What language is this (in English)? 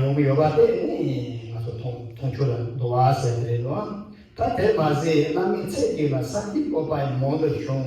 Tibetan